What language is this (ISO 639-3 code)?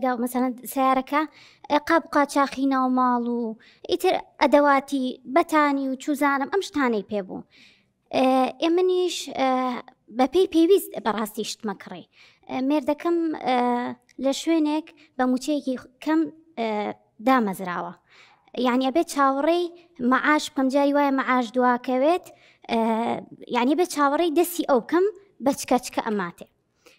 ckb